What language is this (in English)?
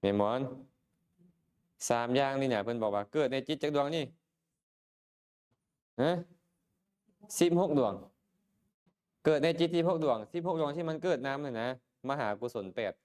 Lao